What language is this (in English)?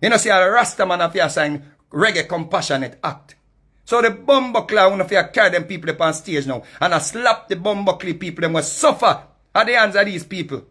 Jamaican Creole English